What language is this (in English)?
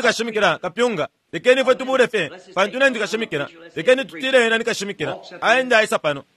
Bemba